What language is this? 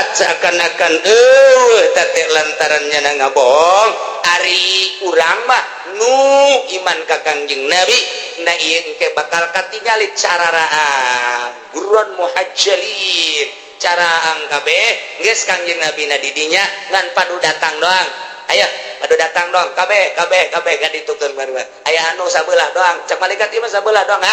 Sundanese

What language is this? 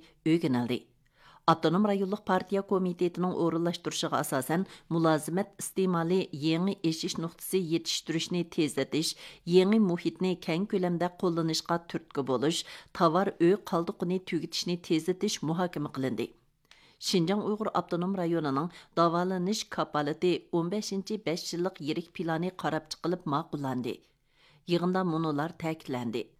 Uyghur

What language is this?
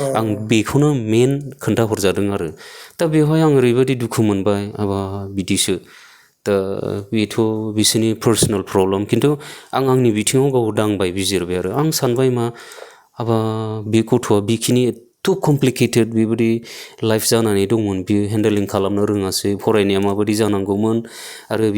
Bodo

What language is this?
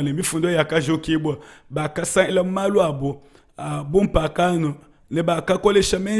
Luba-Lulua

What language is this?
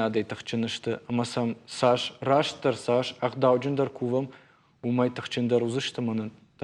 Ossetic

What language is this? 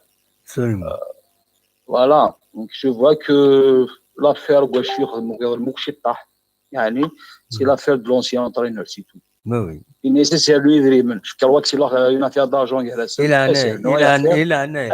Kabyle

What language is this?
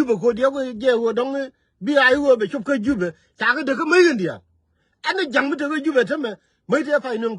Nuer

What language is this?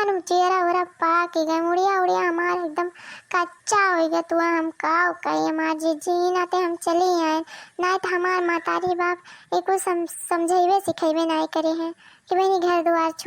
Awadhi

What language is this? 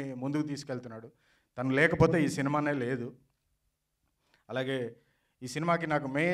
Telugu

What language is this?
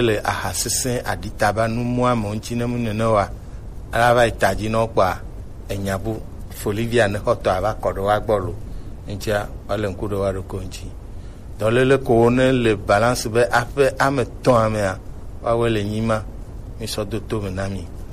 Gen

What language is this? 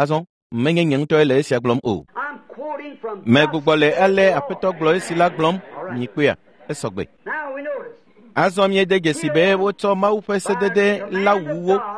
Ewe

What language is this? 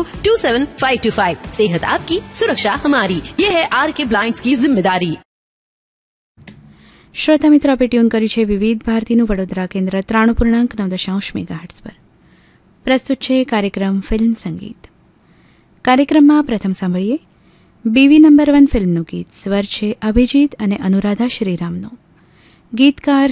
Gujarati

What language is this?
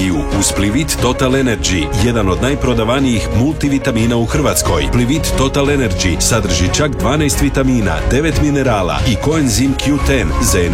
Croatian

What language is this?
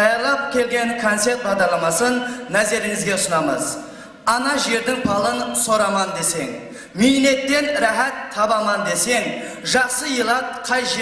Kara-Kalpak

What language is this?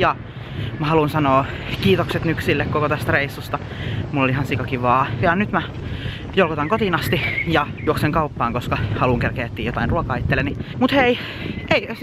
Finnish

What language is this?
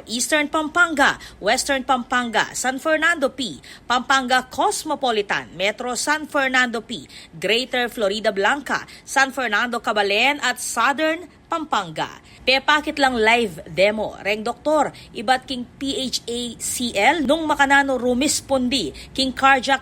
Pampanga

